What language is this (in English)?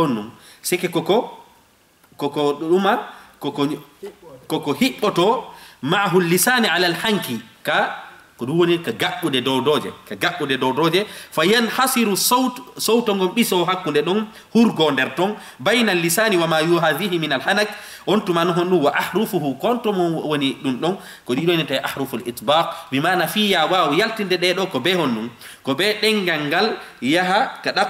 Fula